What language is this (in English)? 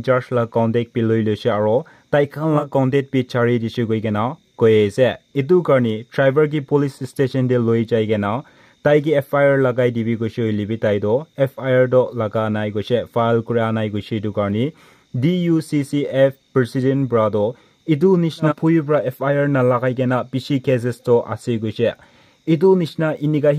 Naga Pidgin